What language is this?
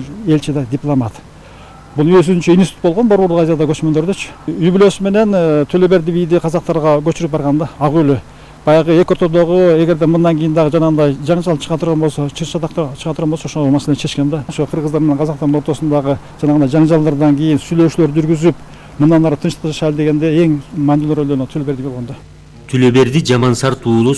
Kyrgyz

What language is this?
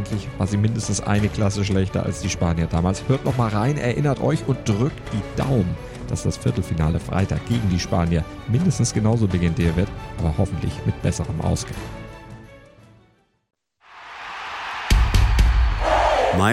German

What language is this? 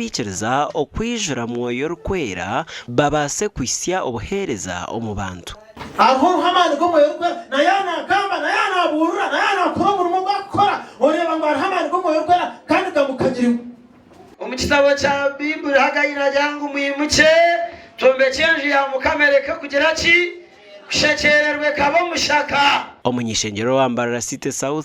Nyankole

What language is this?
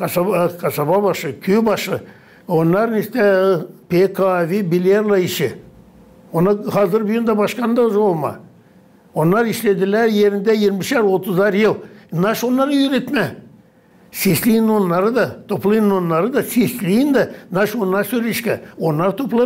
Gagauz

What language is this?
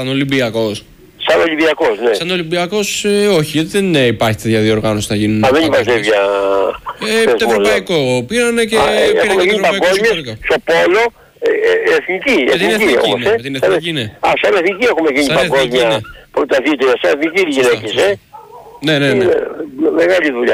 Greek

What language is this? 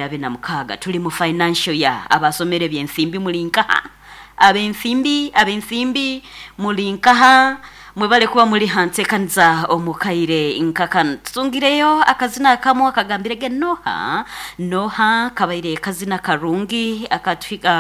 Nyoro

